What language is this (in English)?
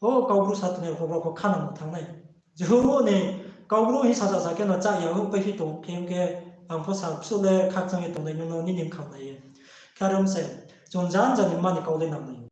Riang (India)